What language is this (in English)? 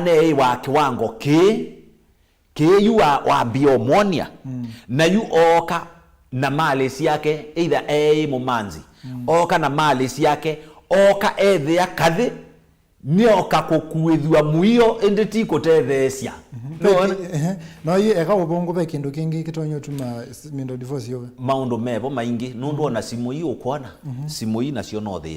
Kamba